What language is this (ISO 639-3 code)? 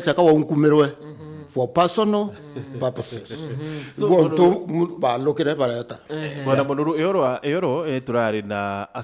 mer